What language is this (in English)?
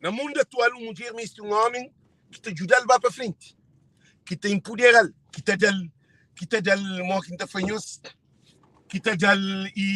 Kabuverdianu